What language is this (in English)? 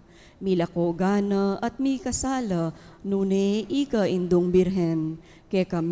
Pampanga